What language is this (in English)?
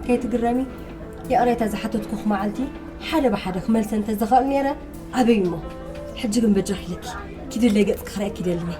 Tigrinya